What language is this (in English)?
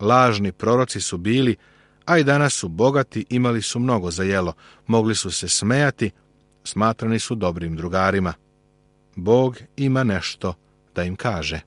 Serbian